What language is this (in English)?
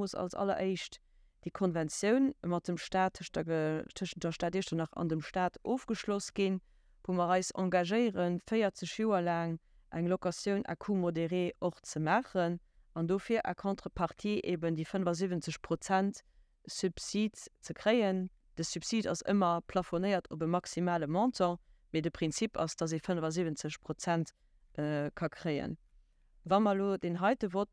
Luxembourgish